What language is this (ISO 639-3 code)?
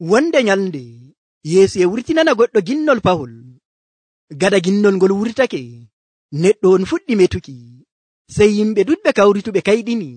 fuv